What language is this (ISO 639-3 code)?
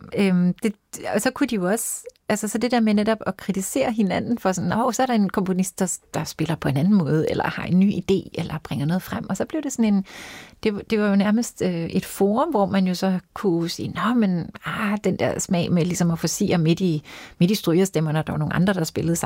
dan